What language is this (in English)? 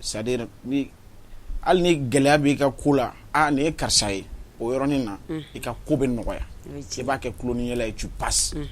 Bambara